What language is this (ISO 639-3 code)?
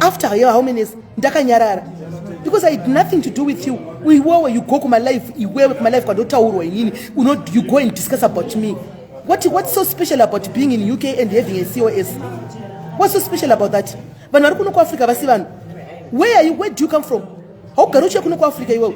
sna